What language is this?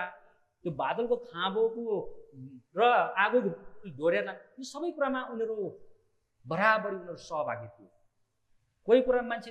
Nepali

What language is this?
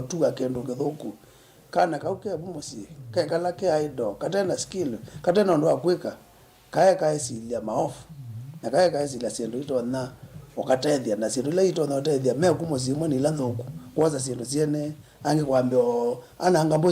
Kamba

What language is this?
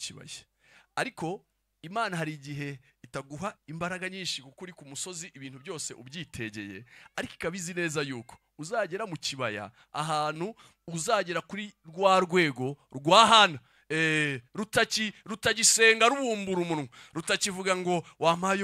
Kinyarwanda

